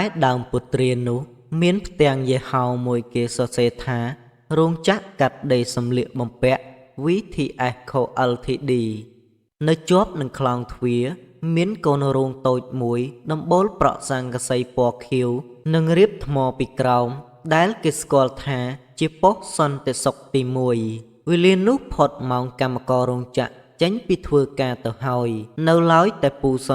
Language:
Khmer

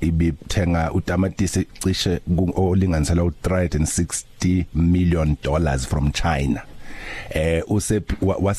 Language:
Zulu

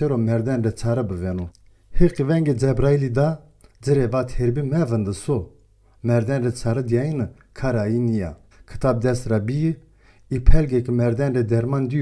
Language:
Zaza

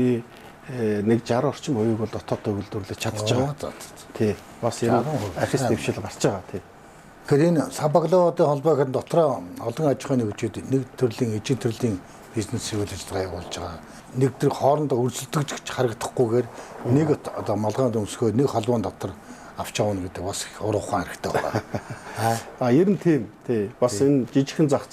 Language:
Mongolian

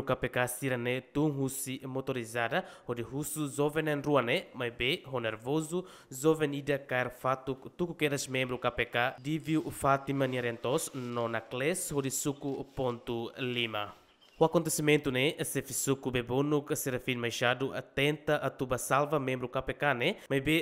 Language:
Tetum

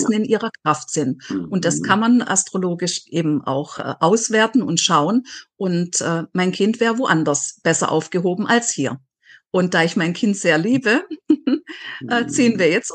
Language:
German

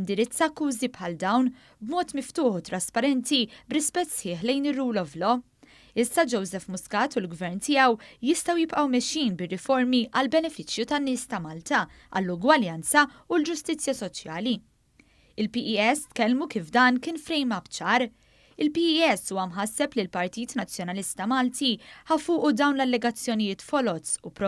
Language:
Maltese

